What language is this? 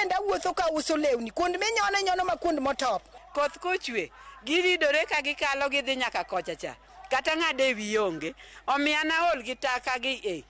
Luo (Kenya and Tanzania)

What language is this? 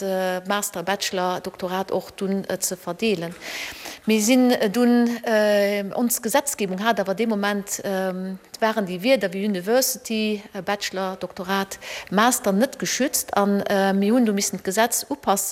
Luxembourgish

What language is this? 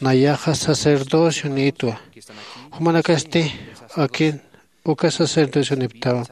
Aymara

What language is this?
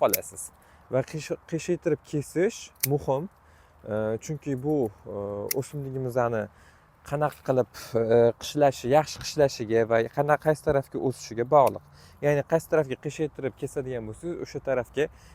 Uzbek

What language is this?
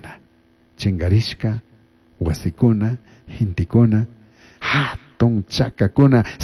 Chimborazo Highland Quichua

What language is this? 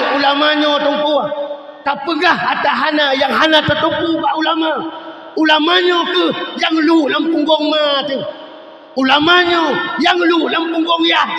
Achinese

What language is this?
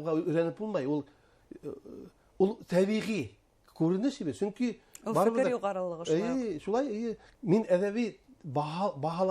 Bashkir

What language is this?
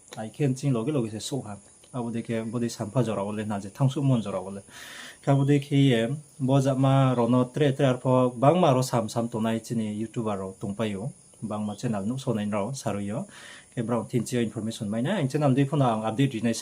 Riang (India)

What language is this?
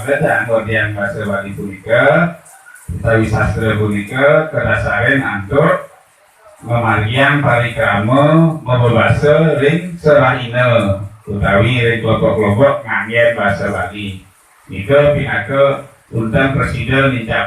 Balinese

